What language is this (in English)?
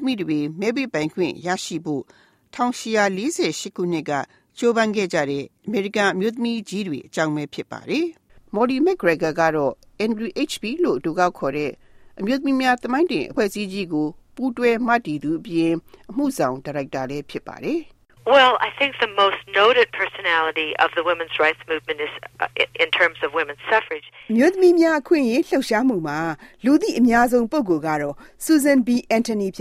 Burmese